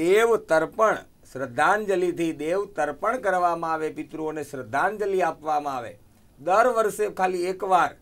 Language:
Gujarati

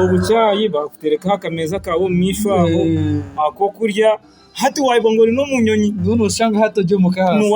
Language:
Nyankole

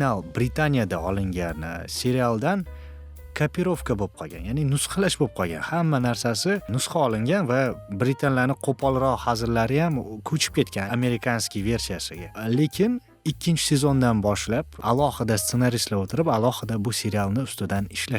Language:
Uzbek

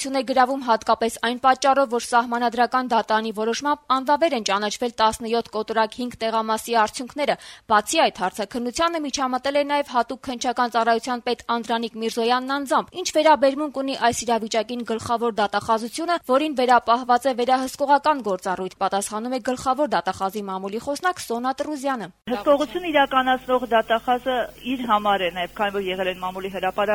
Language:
Armenian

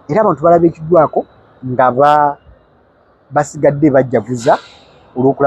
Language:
Ganda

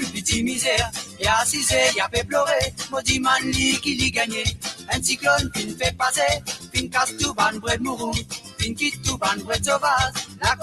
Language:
Morisyen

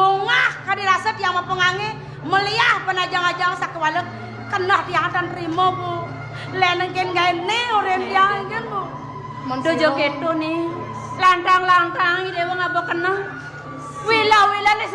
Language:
Balinese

